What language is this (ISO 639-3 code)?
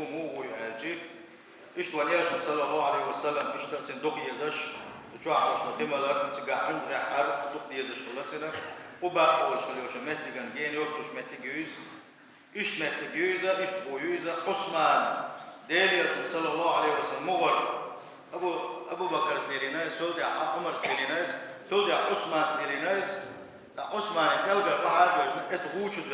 che